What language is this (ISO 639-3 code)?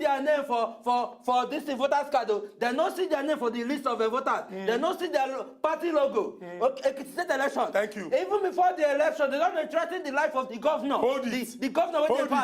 pcm